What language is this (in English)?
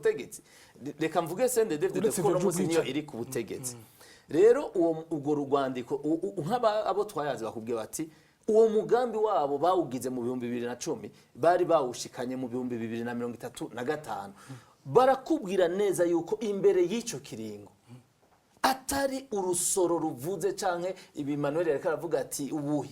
Rundi